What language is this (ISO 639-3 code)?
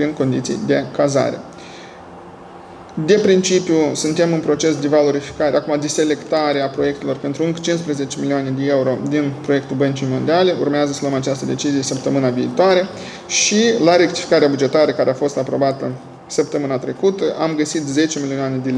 ron